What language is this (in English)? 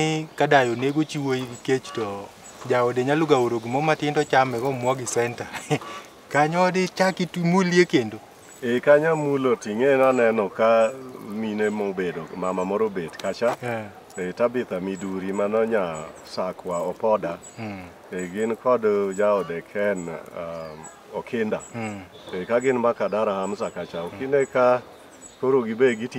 Luo (Kenya and Tanzania)